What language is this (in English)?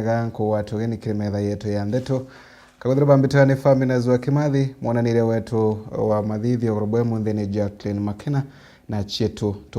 Meru